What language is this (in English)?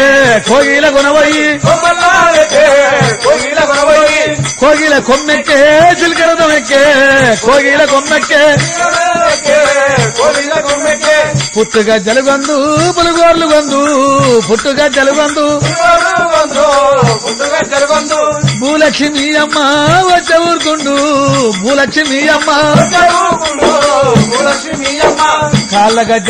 Telugu